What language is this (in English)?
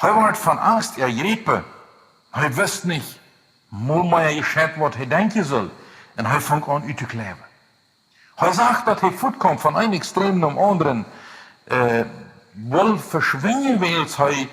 Plautdietsch